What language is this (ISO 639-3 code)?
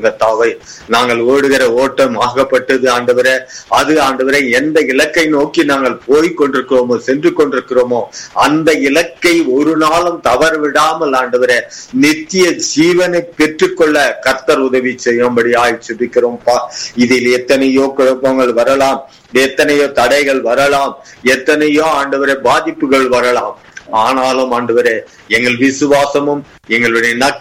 tam